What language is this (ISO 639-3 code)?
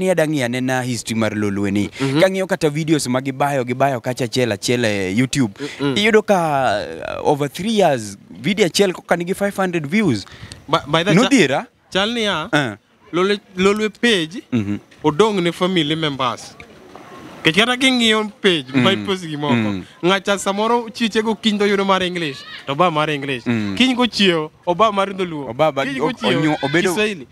luo